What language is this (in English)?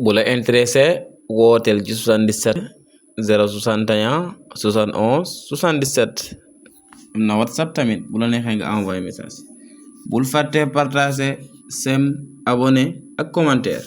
Wolof